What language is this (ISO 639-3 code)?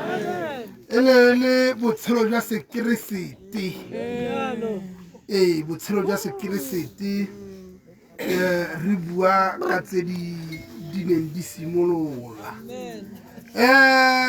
tsn